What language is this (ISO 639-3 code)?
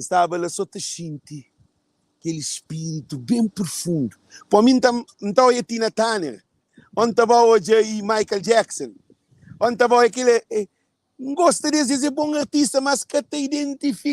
kea